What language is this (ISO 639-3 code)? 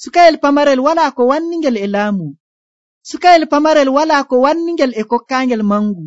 fuv